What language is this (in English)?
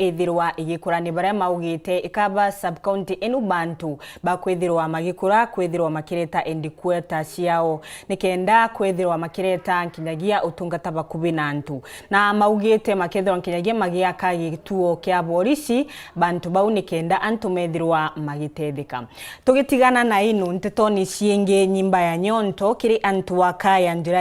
Meru